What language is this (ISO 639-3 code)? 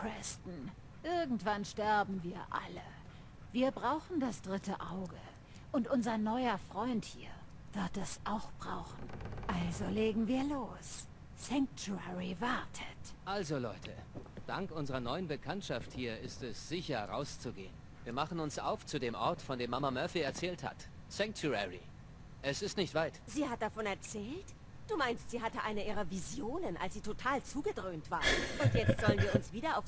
bar